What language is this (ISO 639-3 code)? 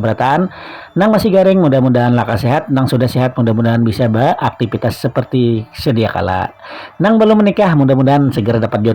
bjn